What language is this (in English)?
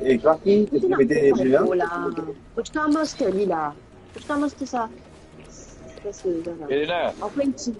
Morisyen